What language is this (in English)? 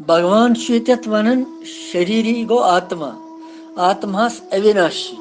Kashmiri